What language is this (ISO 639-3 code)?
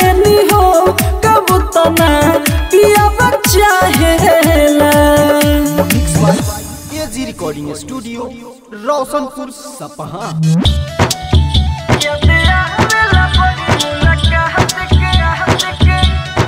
bho